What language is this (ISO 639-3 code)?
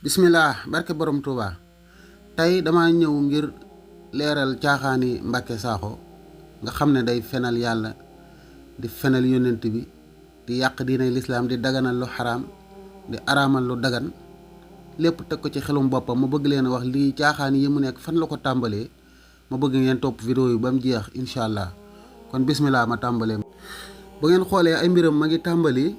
wol